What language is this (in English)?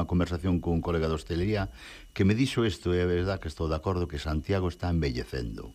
Galician